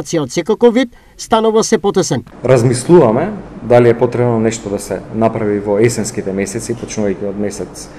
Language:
Macedonian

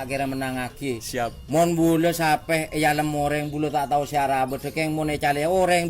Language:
Madurese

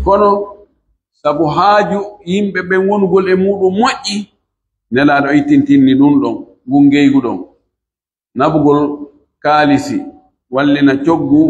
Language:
Pular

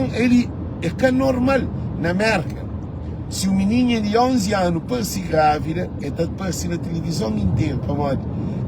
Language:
Kabuverdianu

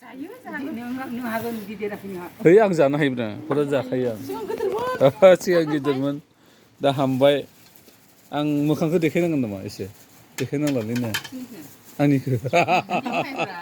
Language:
Bodo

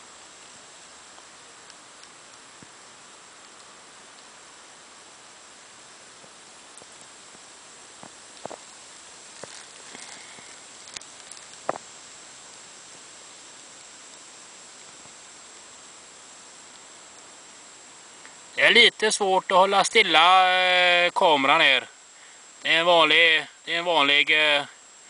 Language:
Swedish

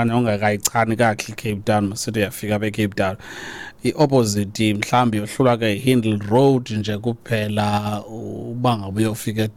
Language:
Xhosa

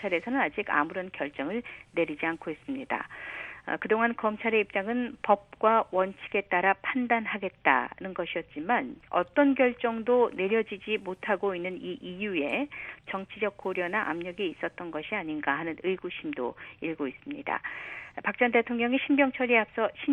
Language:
Korean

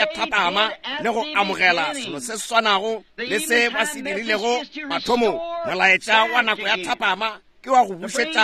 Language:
Northern Sotho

